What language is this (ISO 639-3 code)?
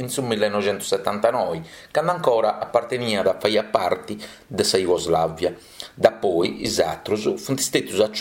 srd